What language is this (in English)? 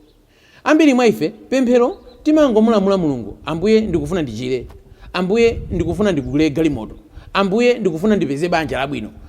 Nyanja